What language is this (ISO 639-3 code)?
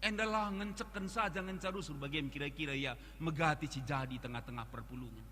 btx